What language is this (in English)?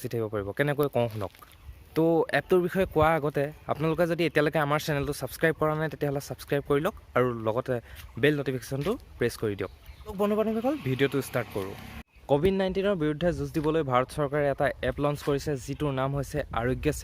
Assamese